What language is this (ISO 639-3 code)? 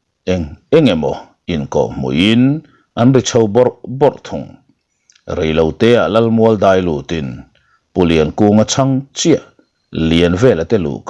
lus